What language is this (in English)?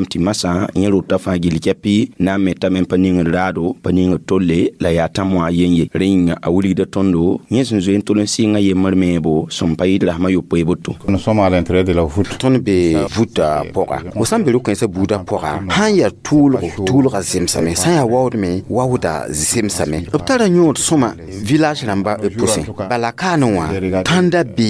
Mossi